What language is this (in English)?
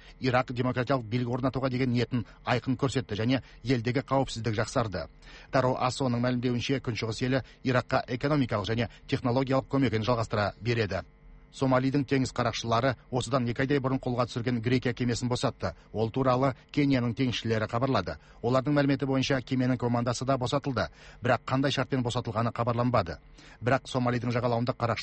Kazakh